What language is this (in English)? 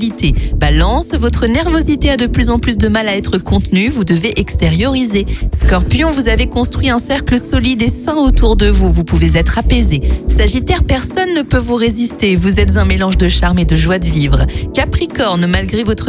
French